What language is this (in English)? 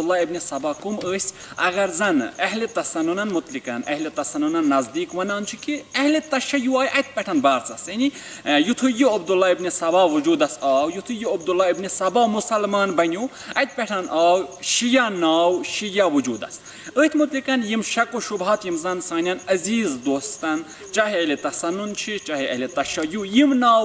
Kashmiri